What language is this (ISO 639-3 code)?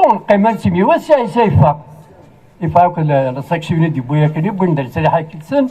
kab